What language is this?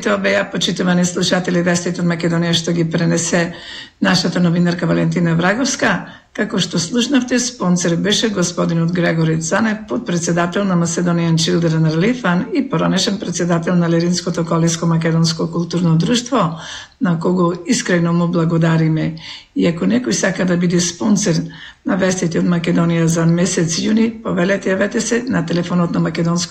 Macedonian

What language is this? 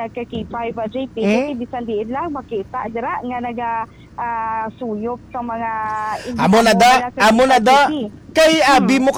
Hiligaynon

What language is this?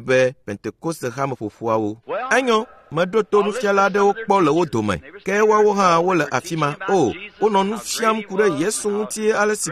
Ewe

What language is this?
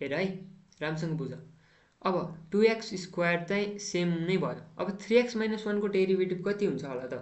Nepali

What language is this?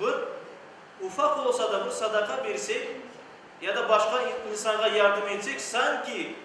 Crimean Tatar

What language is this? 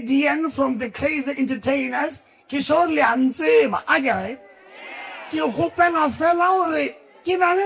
Northern Sotho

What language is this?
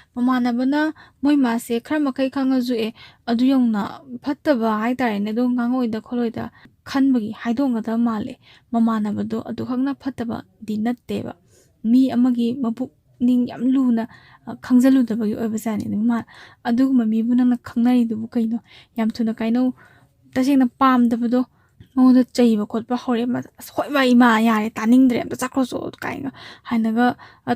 Manipuri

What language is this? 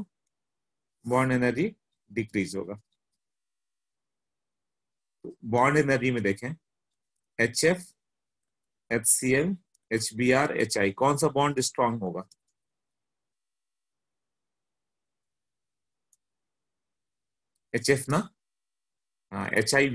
Hindi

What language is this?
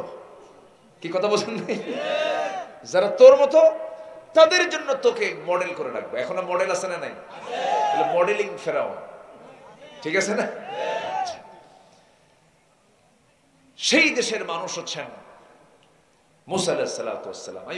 Bangla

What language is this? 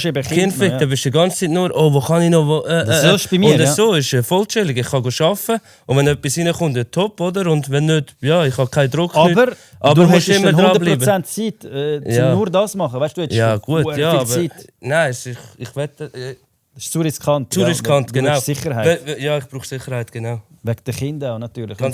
Swiss German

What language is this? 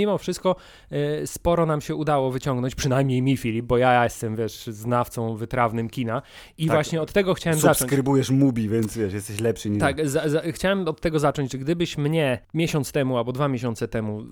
Polish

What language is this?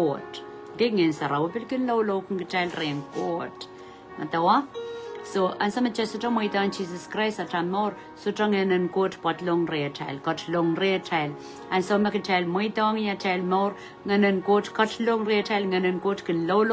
Pohnpeian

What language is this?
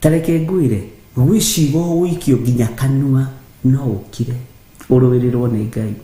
Kikuyu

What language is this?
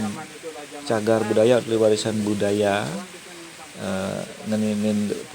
Balinese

